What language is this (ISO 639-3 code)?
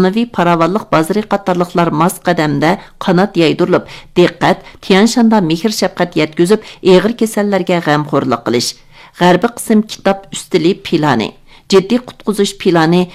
uig